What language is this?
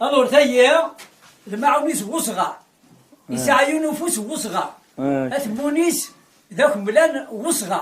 Kabyle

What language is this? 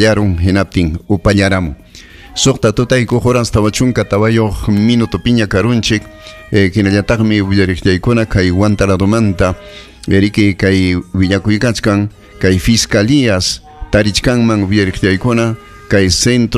Ayacucho Quechua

